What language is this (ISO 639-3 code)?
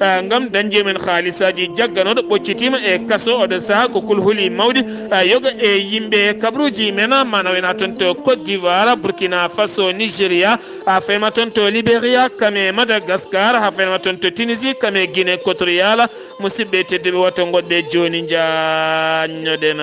ful